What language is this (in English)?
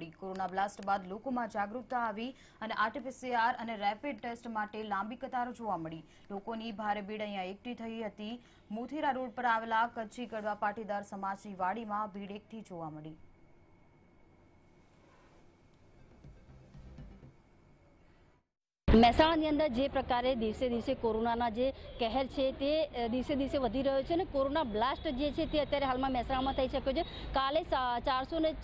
Gujarati